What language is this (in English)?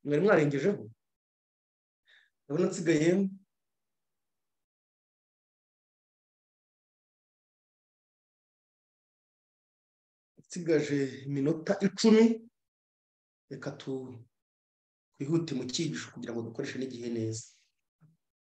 Kinyarwanda